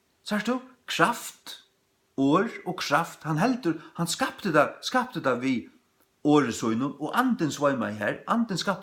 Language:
Faroese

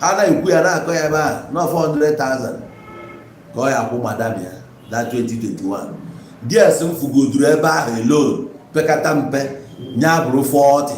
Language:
Igbo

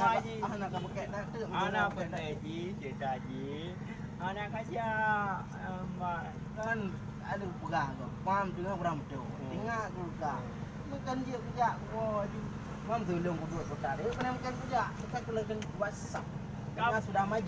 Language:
Achinese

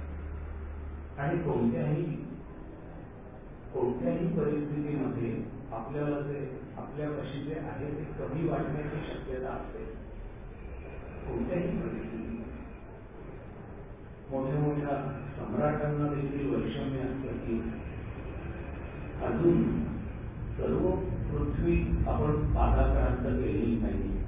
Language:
Marathi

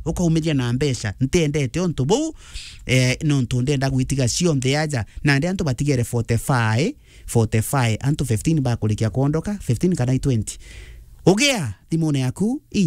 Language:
Meru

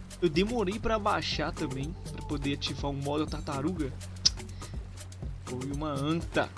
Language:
Portuguese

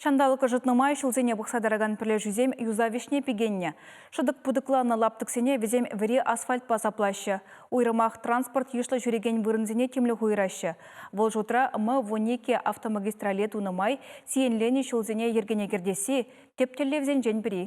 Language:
Chuvash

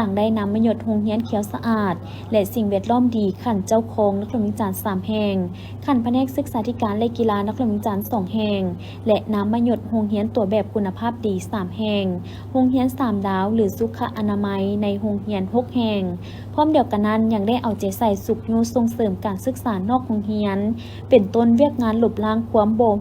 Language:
Lao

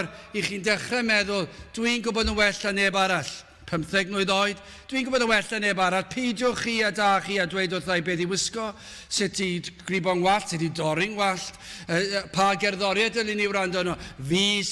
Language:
Welsh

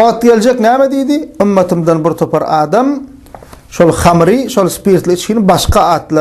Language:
Turkmen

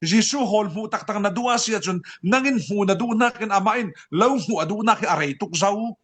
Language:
Falam Chin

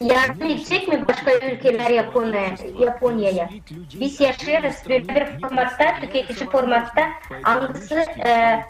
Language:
Gagauz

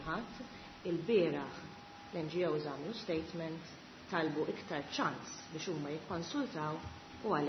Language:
Maltese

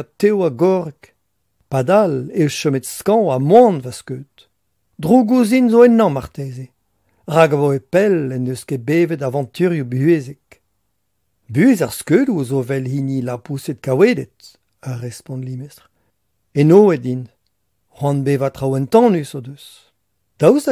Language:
Breton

